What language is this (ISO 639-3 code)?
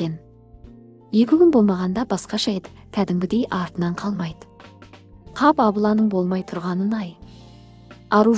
kaz